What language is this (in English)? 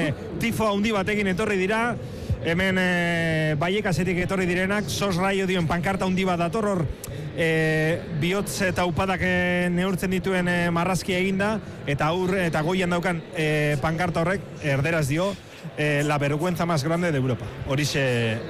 Basque